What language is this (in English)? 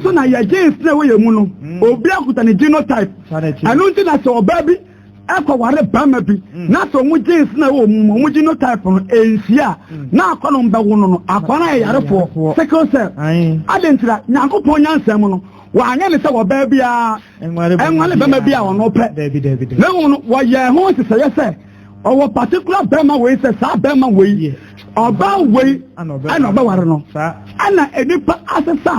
Akan